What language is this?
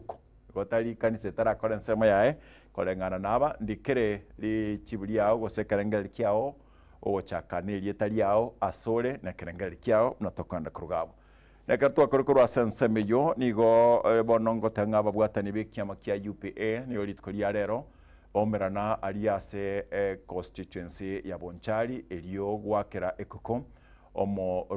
Gusii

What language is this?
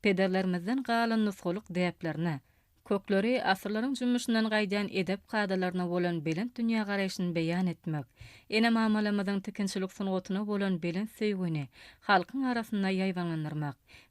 Turkmen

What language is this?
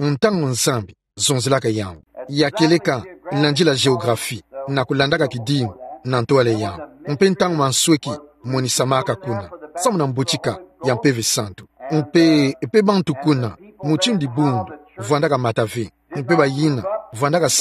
Kituba (Democratic Republic of Congo)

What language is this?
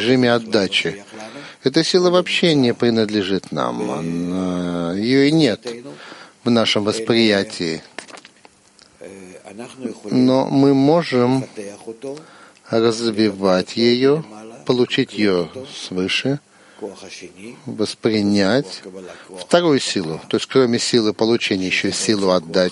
Russian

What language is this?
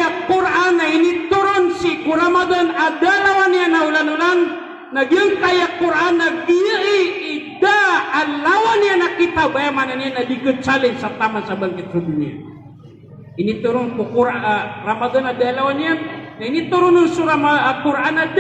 Maranao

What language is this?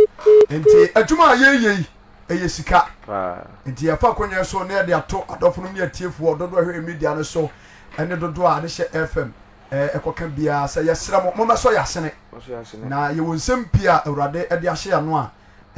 Akan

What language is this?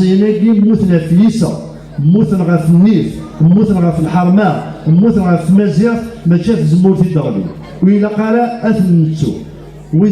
Kabyle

